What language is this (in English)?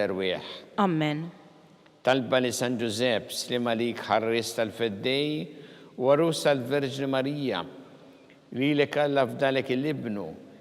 Maltese